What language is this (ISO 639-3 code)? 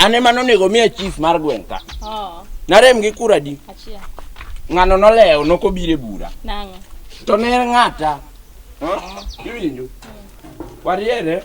luo